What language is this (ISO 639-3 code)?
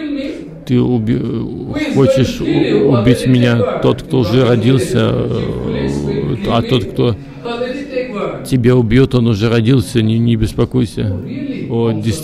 rus